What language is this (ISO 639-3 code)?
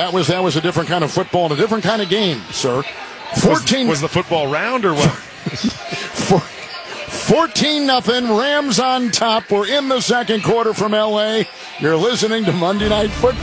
eng